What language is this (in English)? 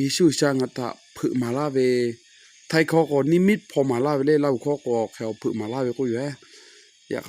Lahu